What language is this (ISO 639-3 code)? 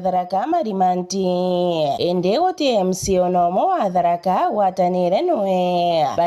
mer